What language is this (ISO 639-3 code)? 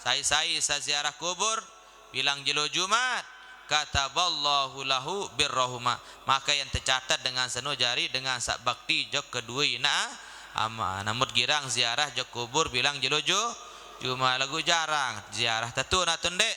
sas